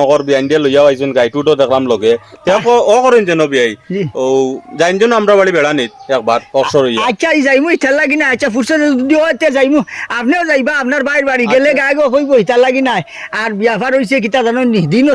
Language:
Sylheti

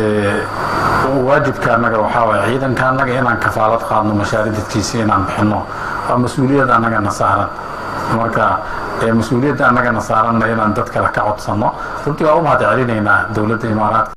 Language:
Somali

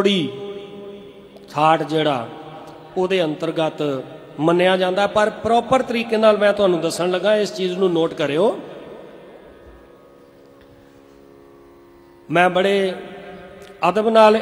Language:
Punjabi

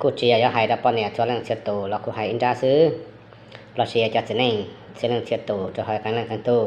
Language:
Hmong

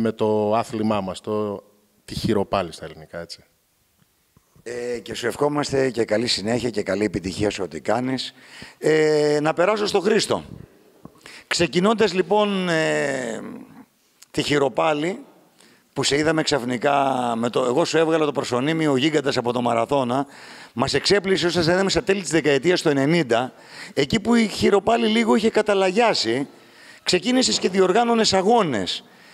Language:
Greek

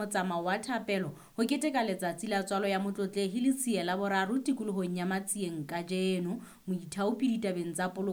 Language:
Southern Sotho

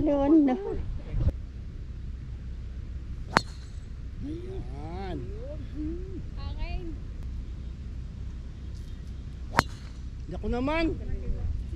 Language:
Filipino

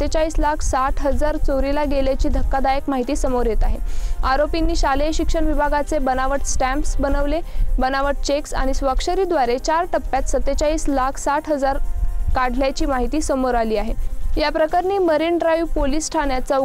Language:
Marathi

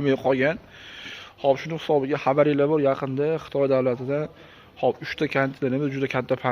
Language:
Uzbek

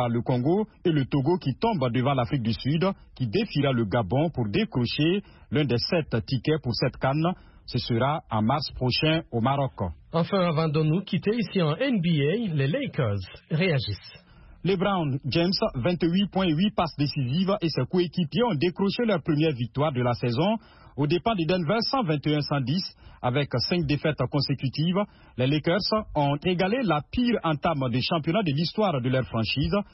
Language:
French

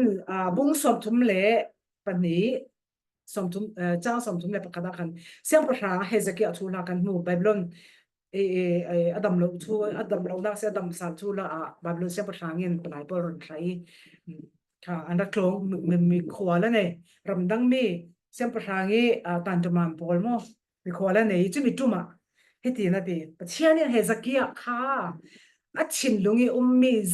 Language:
Falam Chin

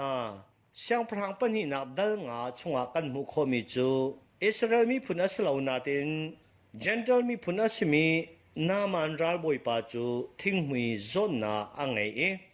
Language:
Hakha Chin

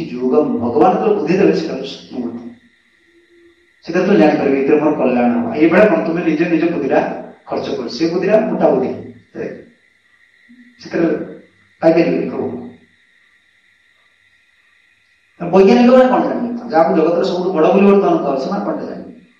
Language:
Odia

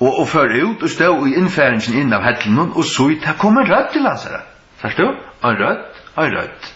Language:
Faroese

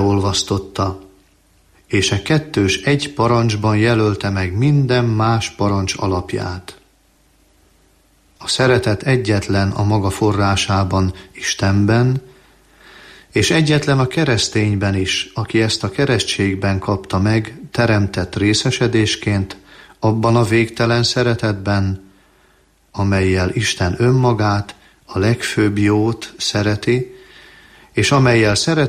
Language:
Hungarian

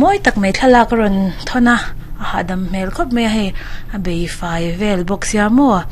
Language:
Mizo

